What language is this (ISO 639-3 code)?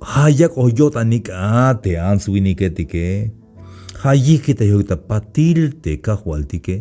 tzh